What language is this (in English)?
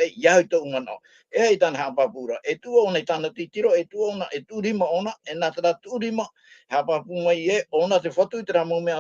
Tahitian